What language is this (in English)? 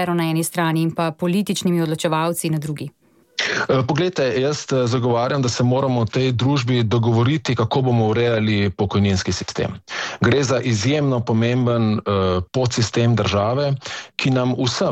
Slovenian